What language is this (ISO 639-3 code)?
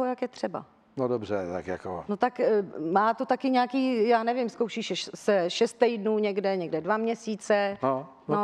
ces